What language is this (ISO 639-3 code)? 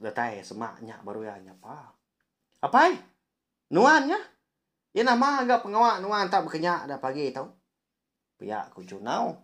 iba